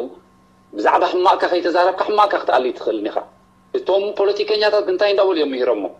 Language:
Tigrinya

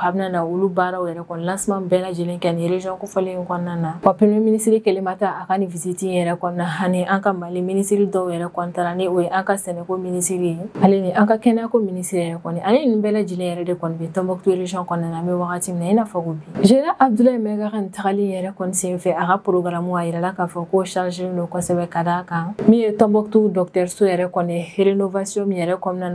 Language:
Bambara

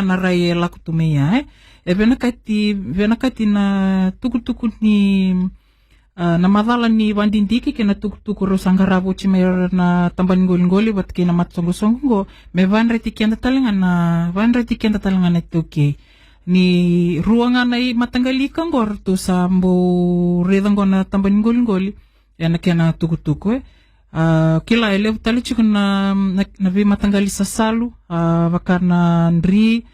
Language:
Fijian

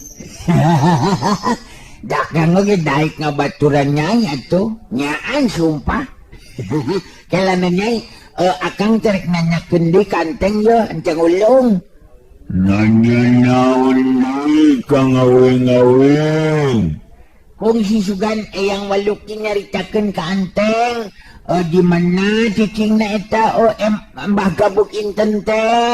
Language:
Sundanese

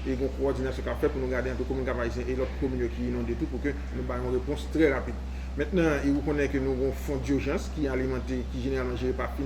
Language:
Haitian Creole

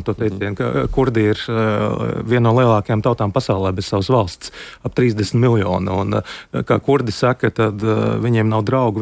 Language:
Latvian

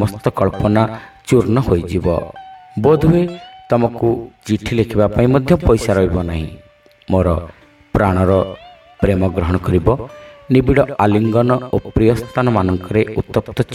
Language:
Odia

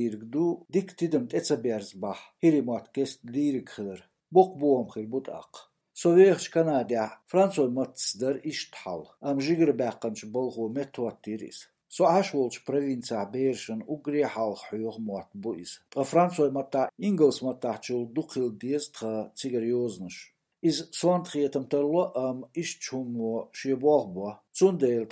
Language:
Chechen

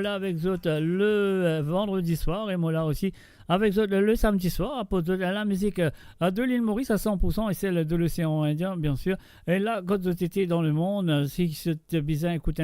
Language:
Morisyen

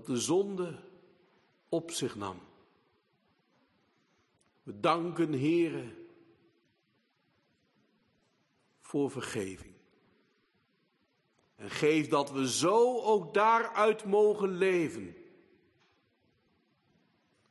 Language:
Dutch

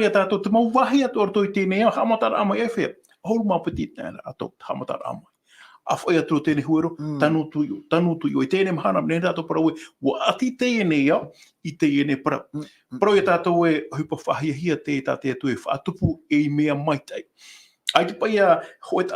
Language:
Tahitian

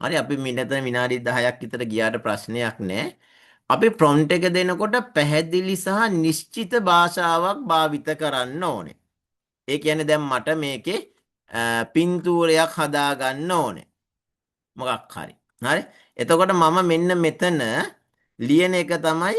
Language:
Sinhala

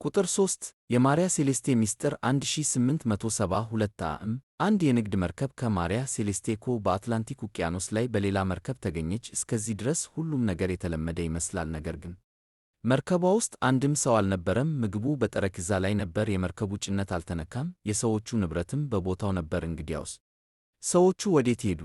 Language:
Amharic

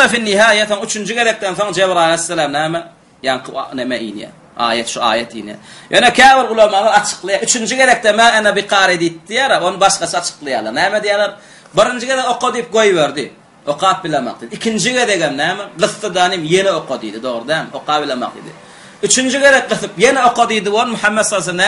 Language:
Turkmen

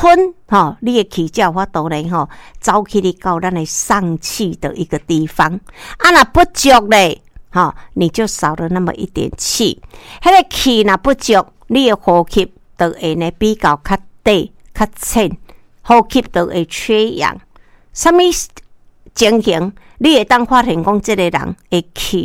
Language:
Min Nan Chinese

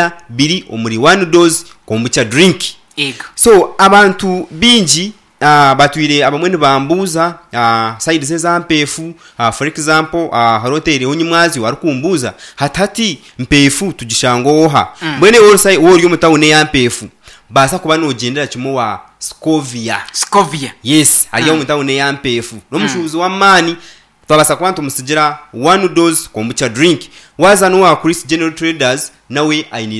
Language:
Nyankole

